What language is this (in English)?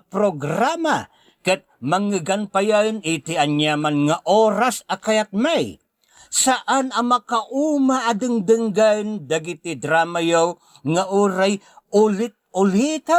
Iloko